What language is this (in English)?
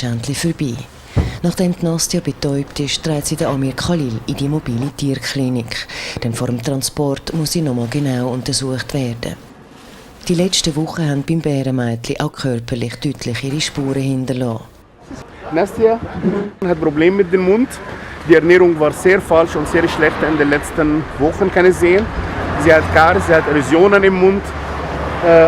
Swiss German